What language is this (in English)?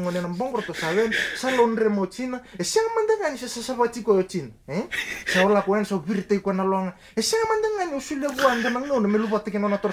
Fijian